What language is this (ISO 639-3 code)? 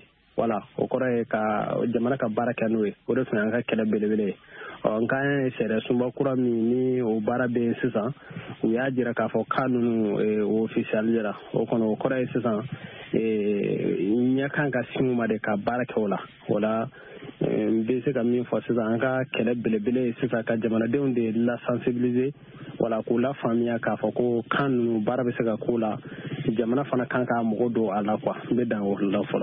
bam